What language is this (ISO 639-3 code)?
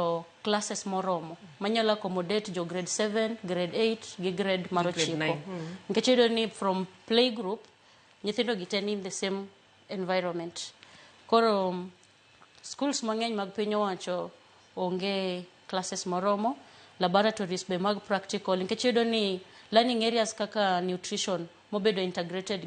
luo